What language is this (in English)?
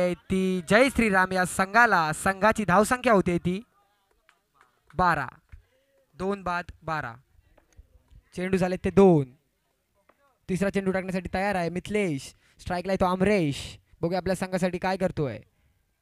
Marathi